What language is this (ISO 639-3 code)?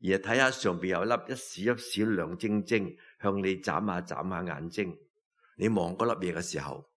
yue